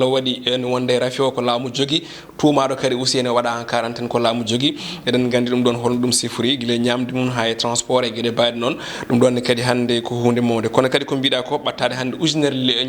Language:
Fula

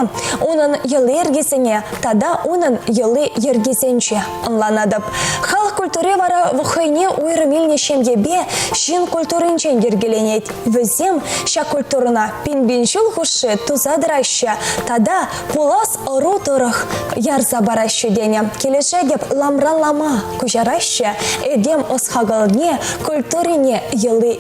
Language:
Chuvash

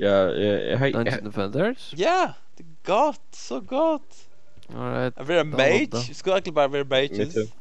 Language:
Faroese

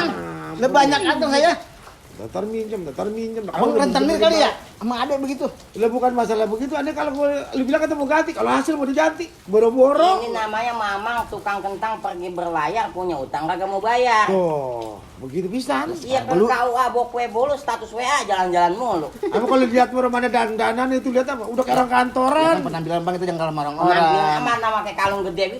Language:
Betawi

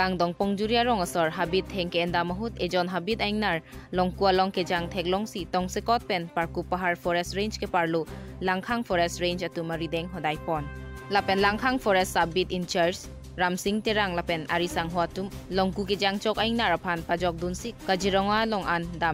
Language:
Karbi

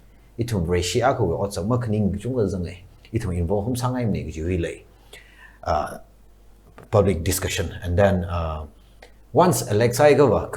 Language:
Tangkhul Naga (India)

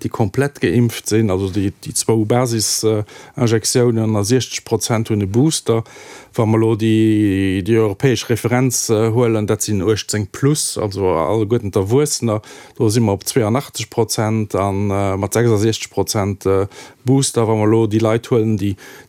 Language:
Luxembourgish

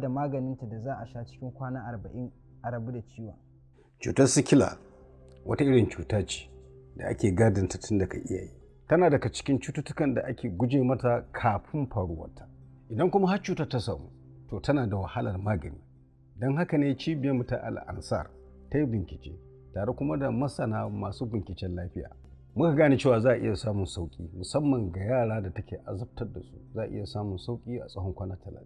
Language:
Hausa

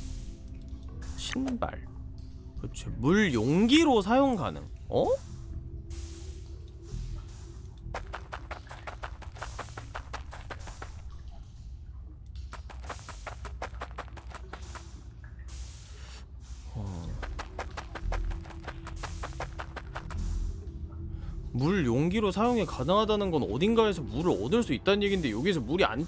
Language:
Korean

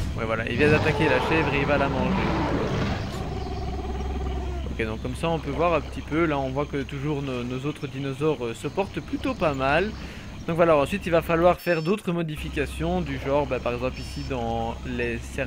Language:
French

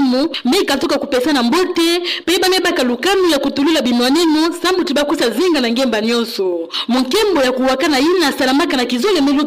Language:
Kituba (Democratic Republic of Congo)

